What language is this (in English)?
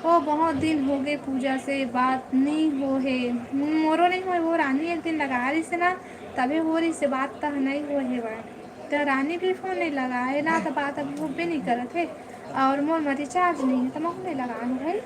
Chhattisgarhi